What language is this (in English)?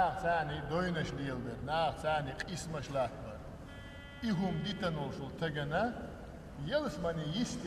Chechen